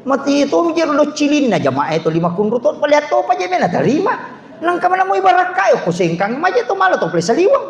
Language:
Buginese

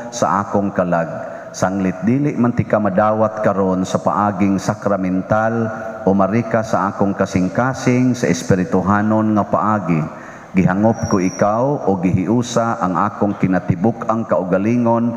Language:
Cebuano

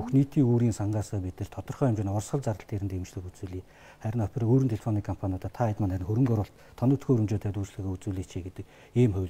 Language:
Mongolian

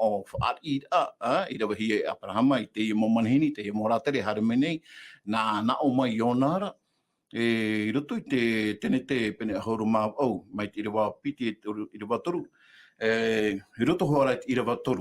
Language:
Tahitian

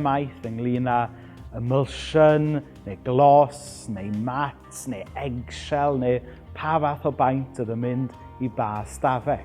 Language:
Welsh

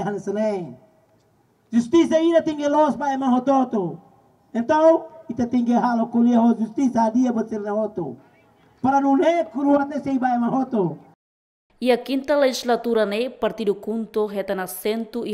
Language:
Tetum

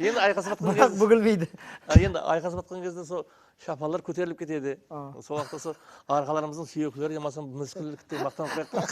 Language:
Kara-Kalpak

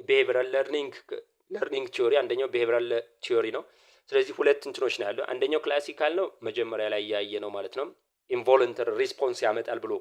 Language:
Amharic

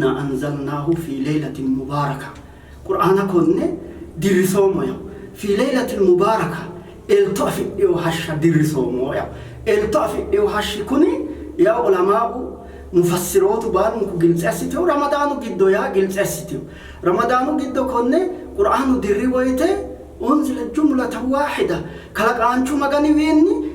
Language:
Sidamo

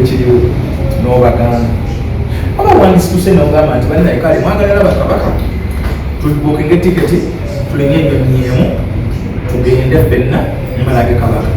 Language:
Ganda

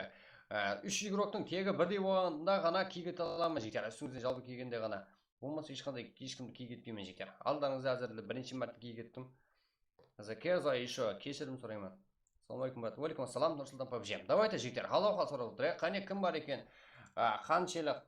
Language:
Kara-Kalpak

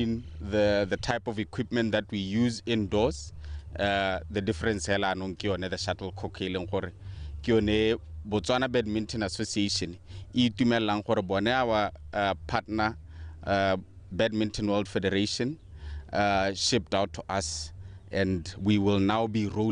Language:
Tswana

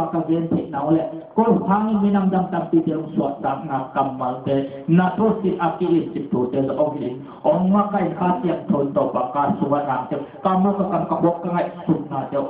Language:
Tedim Chin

